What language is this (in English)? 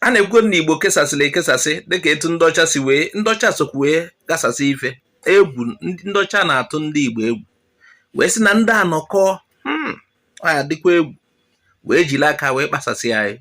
Igbo